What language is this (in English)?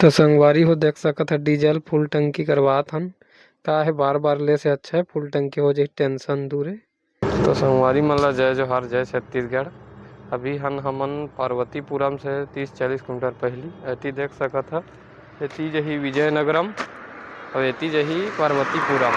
Chhattisgarhi